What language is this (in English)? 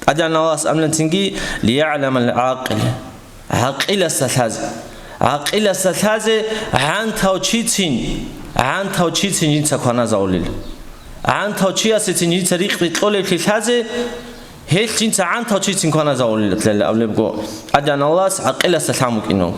Avaric